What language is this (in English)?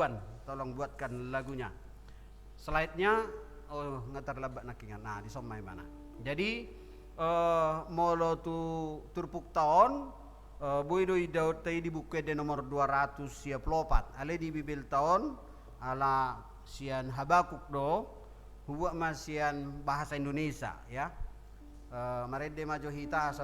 Batak Toba